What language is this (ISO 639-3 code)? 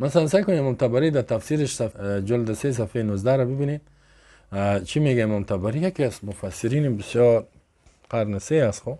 fas